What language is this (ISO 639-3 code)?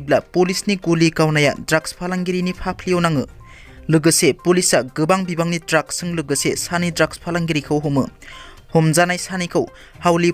brx